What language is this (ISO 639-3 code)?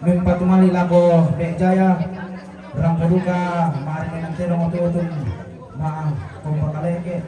sda